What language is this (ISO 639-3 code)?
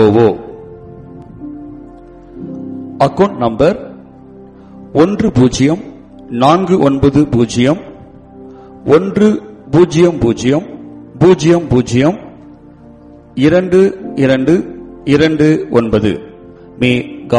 tam